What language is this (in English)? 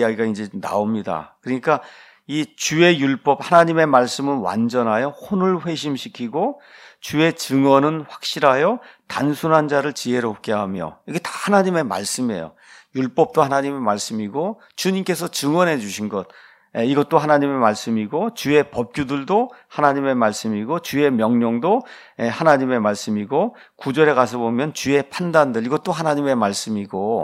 Korean